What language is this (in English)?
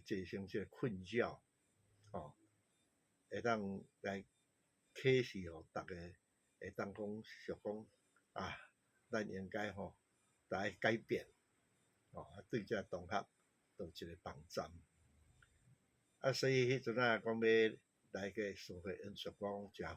Min Nan Chinese